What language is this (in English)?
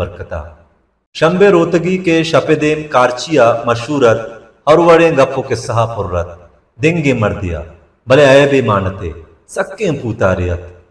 Baluchi